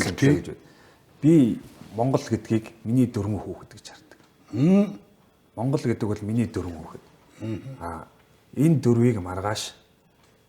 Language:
Mongolian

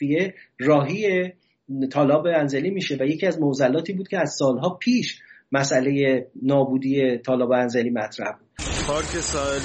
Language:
Persian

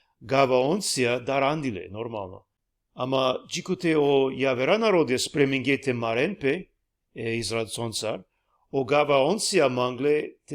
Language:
Balkan Romani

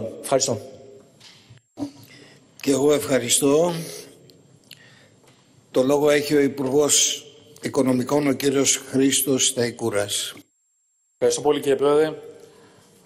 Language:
Greek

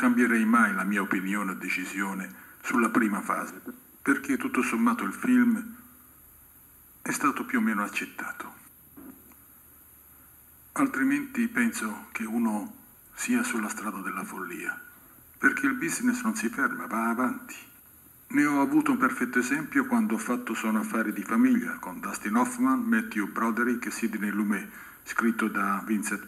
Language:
Italian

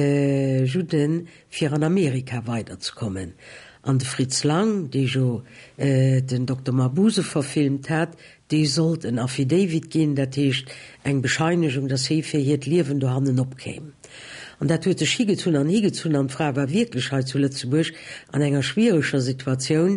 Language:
Luxembourgish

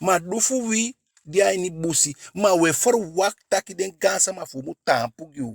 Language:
Eastern Maroon Creole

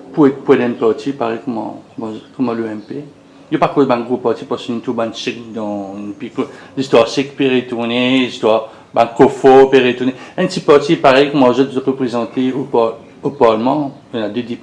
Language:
Morisyen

